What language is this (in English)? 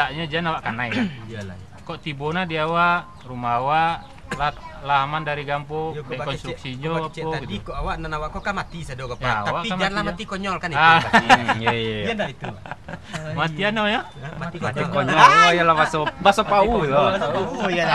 Minangkabau